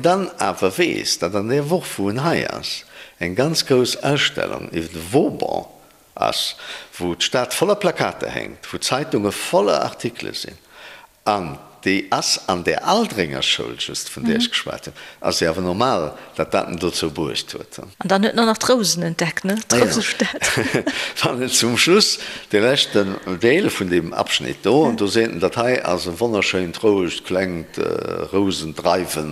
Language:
Luxembourgish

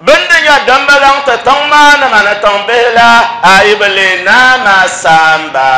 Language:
Dagbani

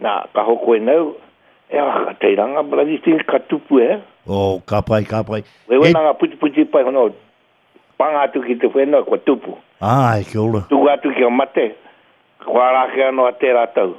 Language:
Māori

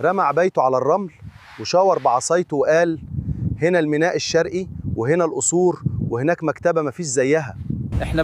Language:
Egyptian Arabic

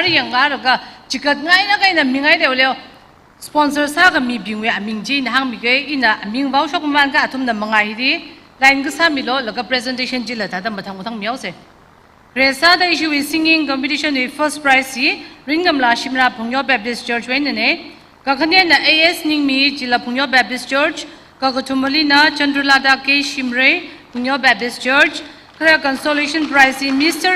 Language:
Tangkhul Naga (India)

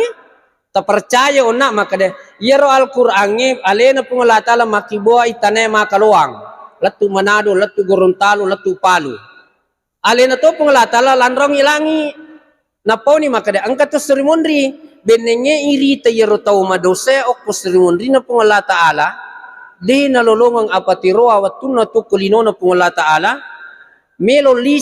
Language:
Buginese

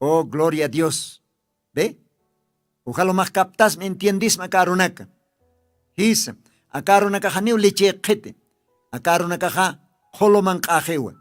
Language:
Aymara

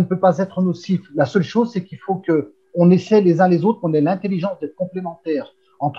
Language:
French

